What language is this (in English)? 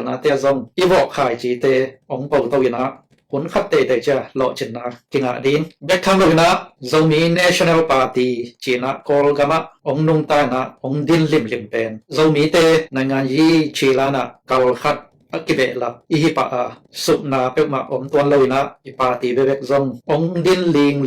Tedim Chin